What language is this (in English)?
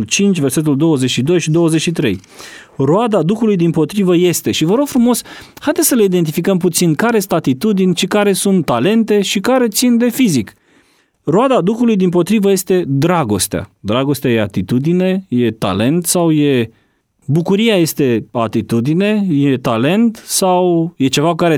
Romanian